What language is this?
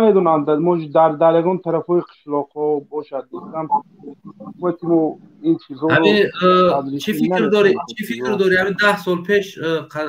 Tajik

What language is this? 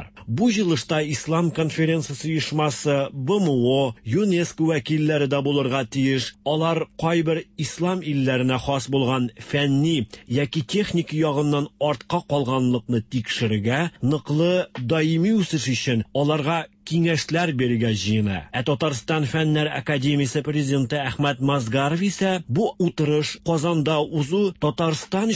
Tatar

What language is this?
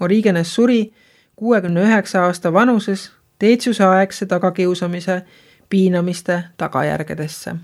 Estonian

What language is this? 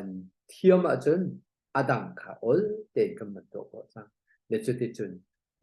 Hakha Chin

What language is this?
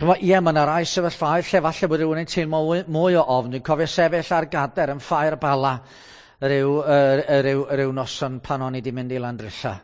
Welsh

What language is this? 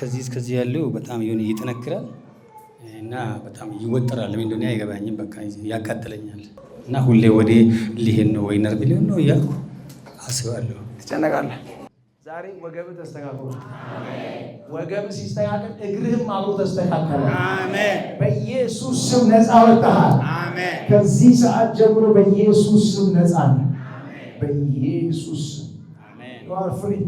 Amharic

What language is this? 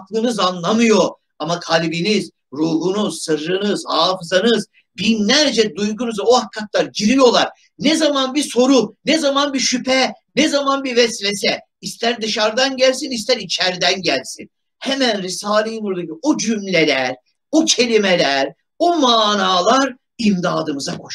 Turkish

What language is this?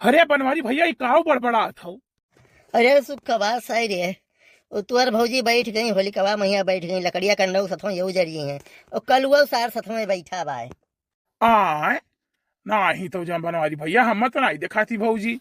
Awadhi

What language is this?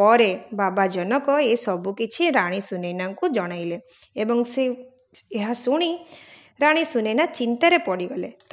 Odia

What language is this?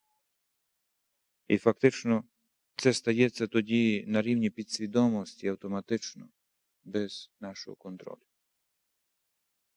Ukrainian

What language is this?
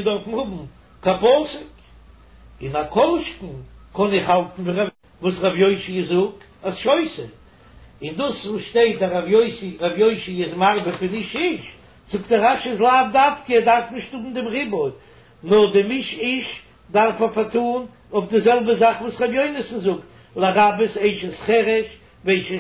Yiddish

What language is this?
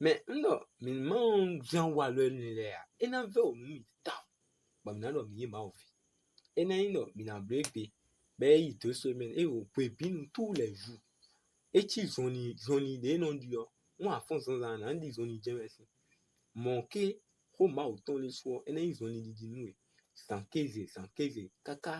Fon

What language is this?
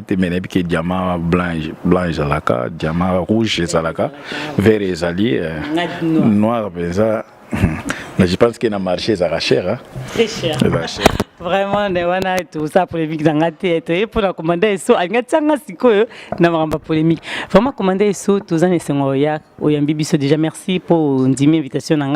Lingala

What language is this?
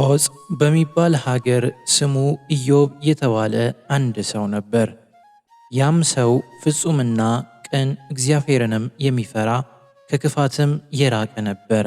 Amharic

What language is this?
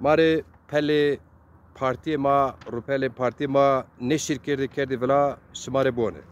Zaza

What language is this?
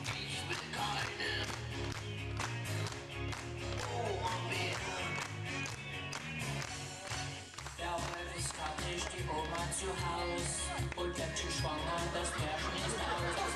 German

